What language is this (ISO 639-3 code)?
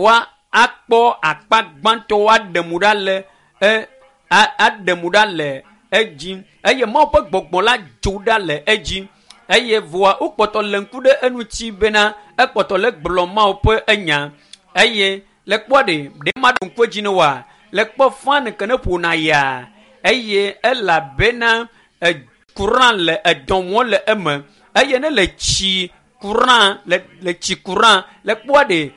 ewe